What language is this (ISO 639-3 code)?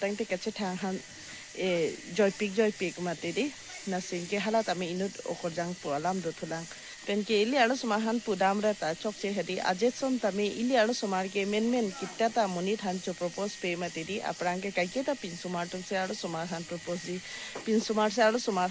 mjw